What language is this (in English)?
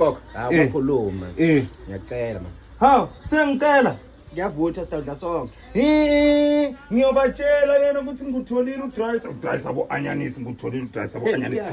Zulu